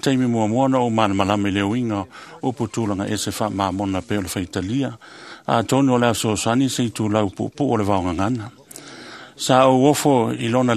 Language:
Samoan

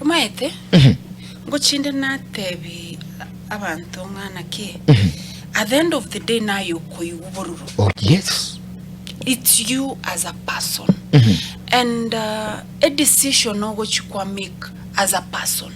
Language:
Gusii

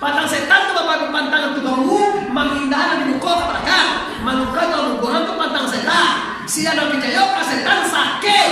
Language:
Minangkabau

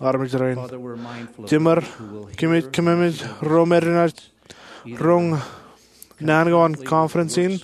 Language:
Marshallese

